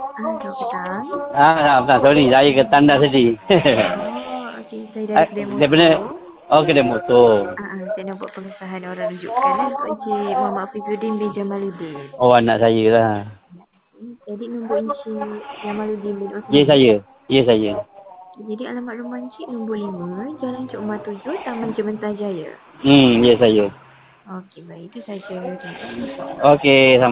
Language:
Malay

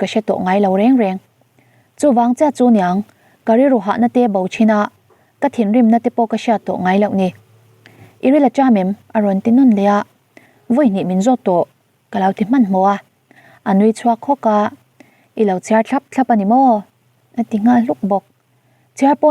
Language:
Mizo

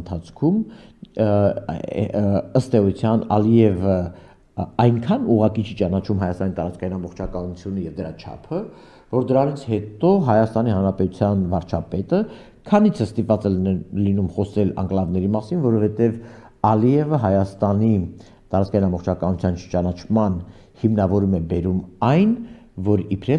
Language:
Armenian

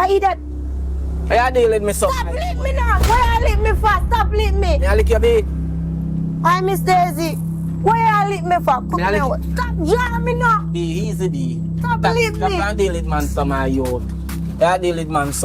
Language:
Jamaican Creole English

